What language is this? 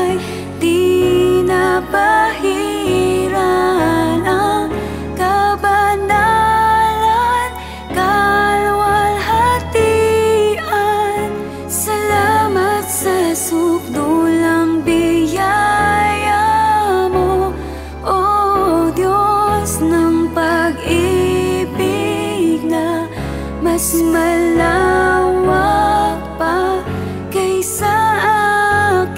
Filipino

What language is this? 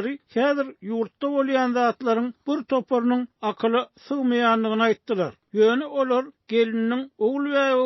Turkmen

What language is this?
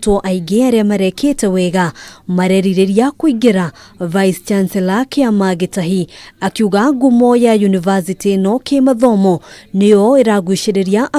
Kikuyu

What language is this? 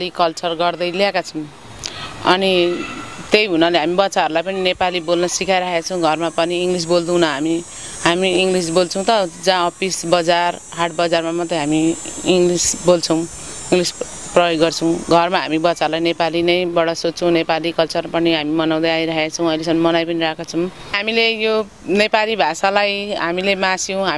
Nepali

